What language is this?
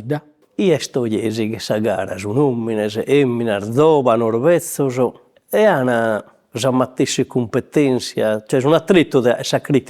Sardinian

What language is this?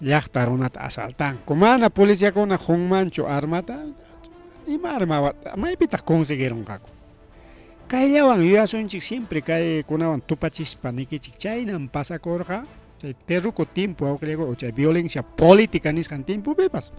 Ayacucho Quechua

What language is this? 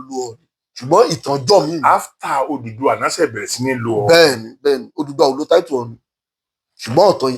Yoruba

